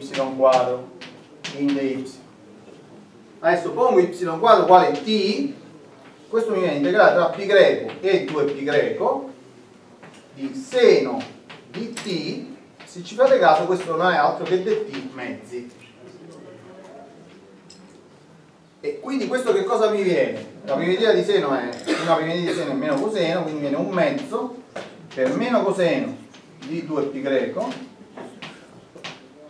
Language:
Italian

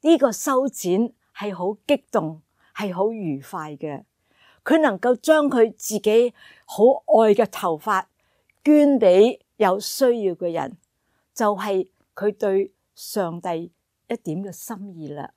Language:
Cantonese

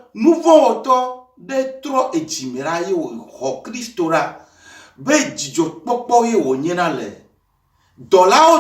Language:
Ewe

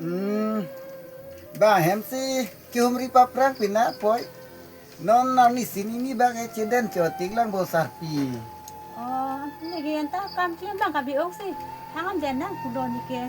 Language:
Karbi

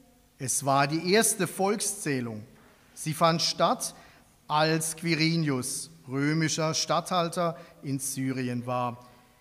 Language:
German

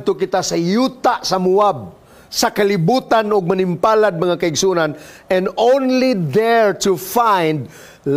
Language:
Cebuano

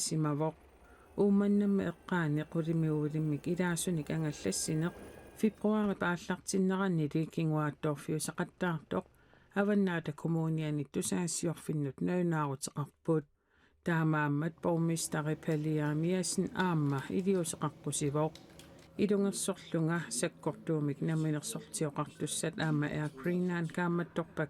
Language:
Kalaallisut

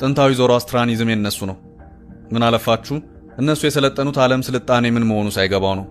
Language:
Amharic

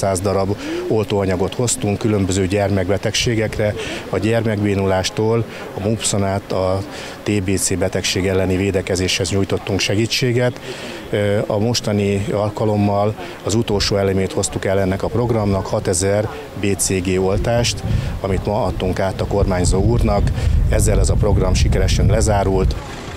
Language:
Hungarian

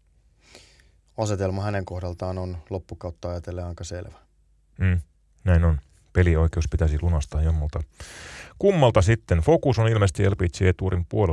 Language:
Finnish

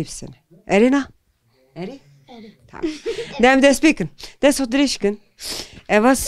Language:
Kurdish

